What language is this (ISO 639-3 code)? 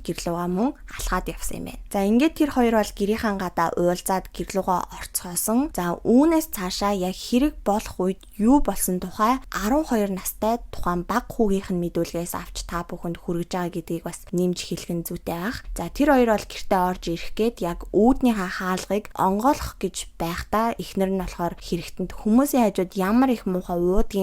mon